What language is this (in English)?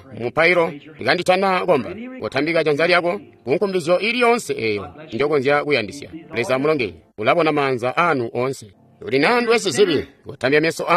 Tonga (Zambia)